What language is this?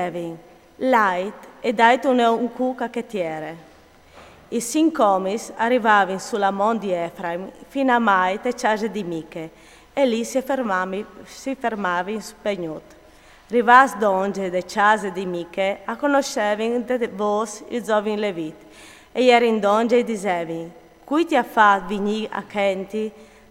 Friulian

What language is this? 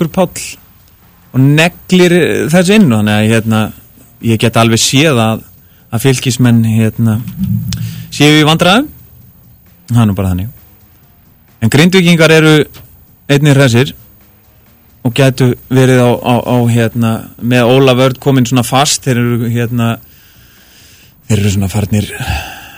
Icelandic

